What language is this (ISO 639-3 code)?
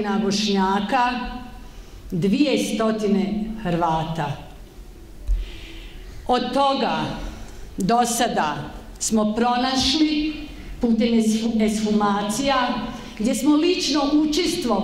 bos